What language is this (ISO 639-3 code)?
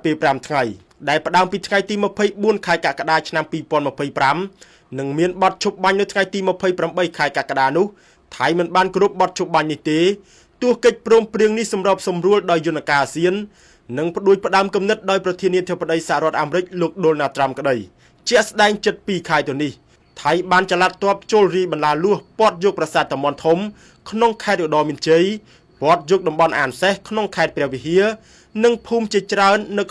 khm